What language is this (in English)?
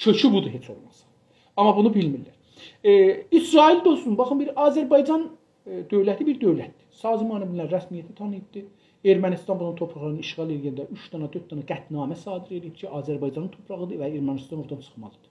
South Azerbaijani